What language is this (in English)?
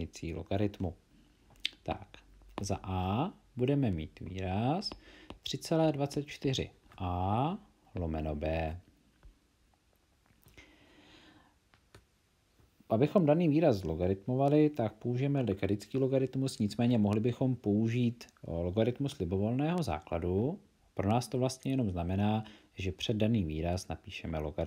Czech